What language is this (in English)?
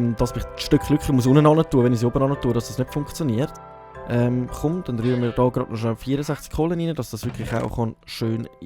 Swiss German